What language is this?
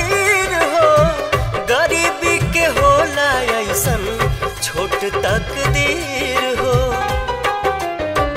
Bhojpuri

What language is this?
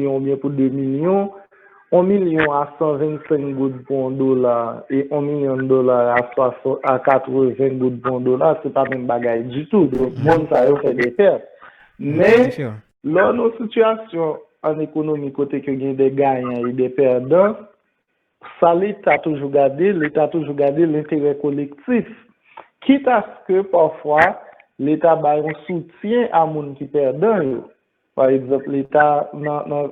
Haitian Creole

